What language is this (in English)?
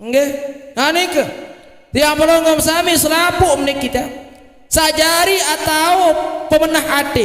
Sasak